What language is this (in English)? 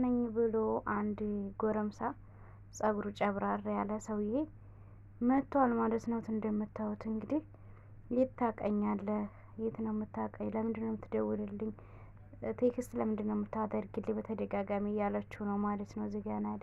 Amharic